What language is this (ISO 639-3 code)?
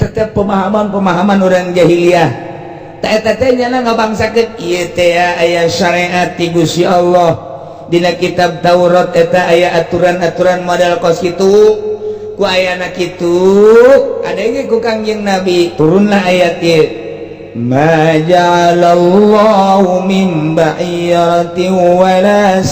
sun